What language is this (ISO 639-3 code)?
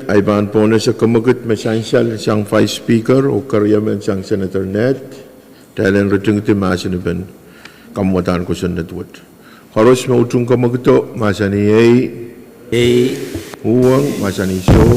pon